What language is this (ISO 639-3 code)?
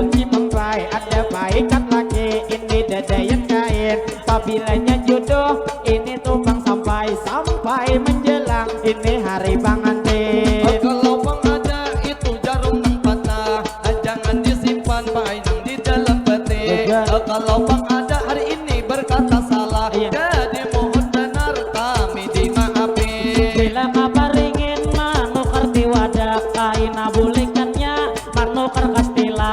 bjn